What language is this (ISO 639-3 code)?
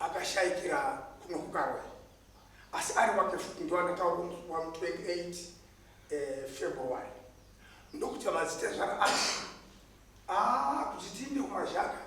sna